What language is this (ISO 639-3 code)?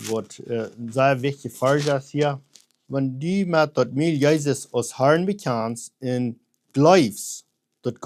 pdt